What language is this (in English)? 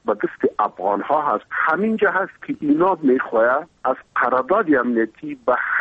Persian